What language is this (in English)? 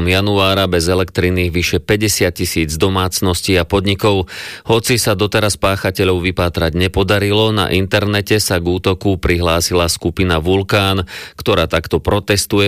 Slovak